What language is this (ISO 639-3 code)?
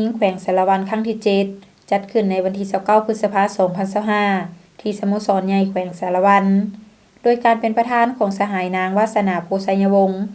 lao